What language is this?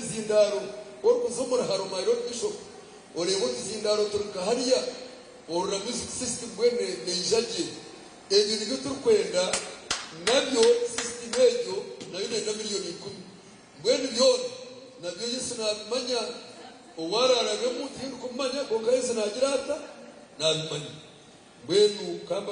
Nyankole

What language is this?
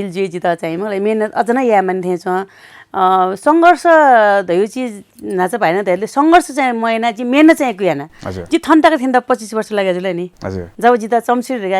Newari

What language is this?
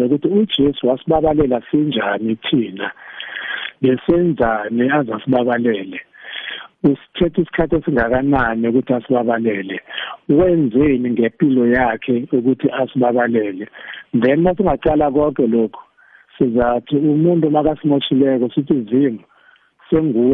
South Ndebele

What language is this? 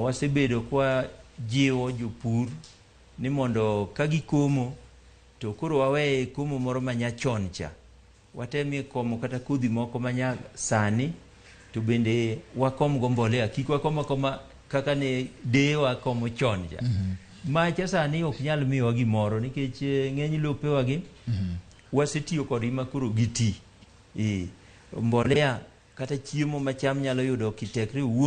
Luo (Kenya and Tanzania)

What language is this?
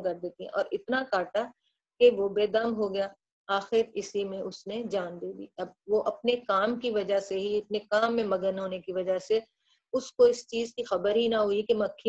Urdu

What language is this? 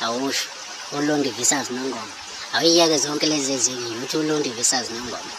Zulu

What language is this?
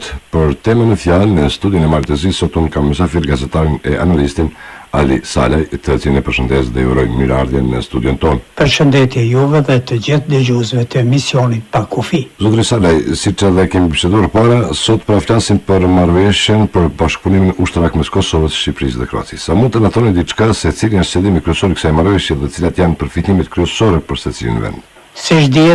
Albanian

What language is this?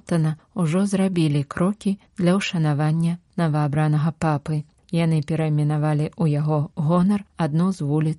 Belarusian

